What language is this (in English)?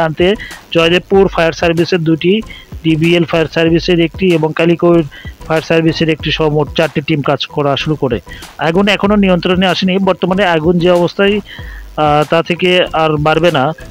Bangla